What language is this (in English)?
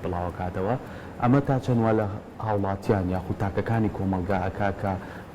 Central Kurdish